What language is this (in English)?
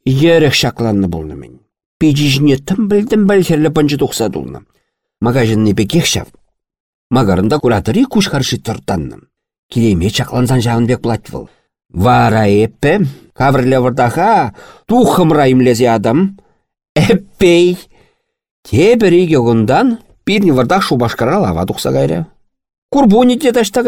Chuvash